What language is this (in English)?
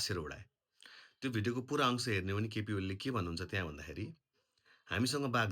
Nepali